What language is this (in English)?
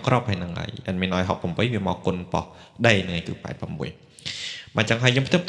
Khmer